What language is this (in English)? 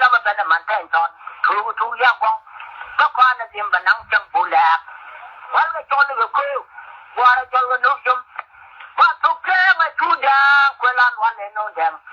Nuer